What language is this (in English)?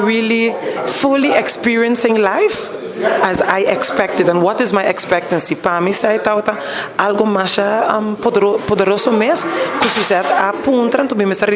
Papiamento